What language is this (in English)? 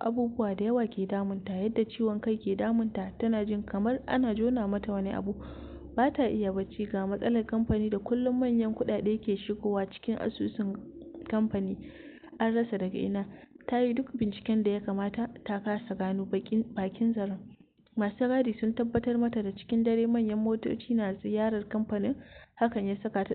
Hausa